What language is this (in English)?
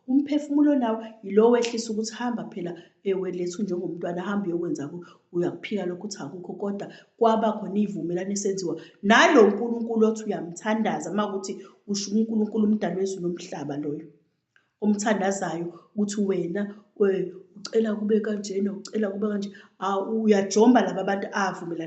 Zulu